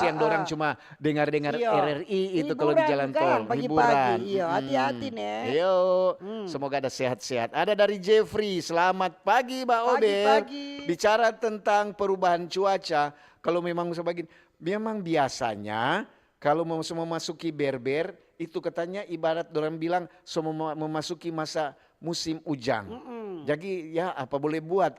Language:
Manado Malay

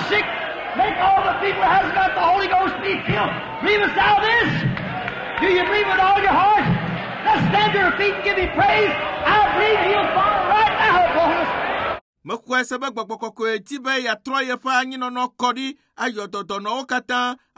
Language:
Ewe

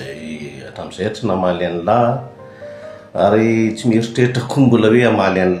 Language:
Malagasy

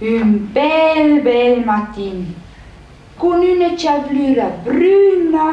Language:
Romansh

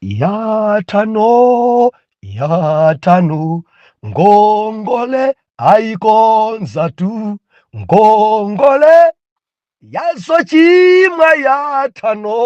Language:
Nyanja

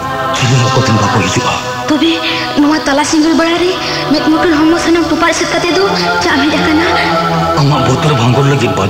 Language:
Santali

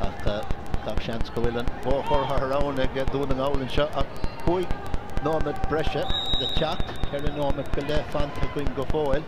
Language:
Irish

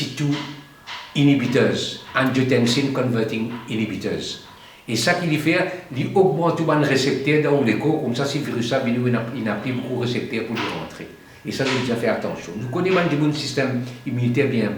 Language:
Morisyen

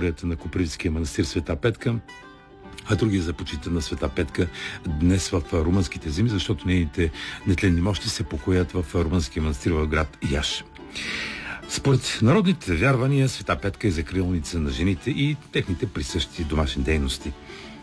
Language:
Bulgarian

